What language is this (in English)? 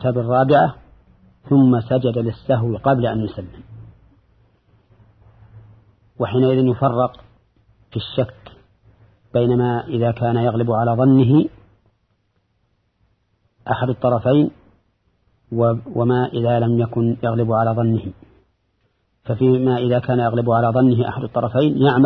Arabic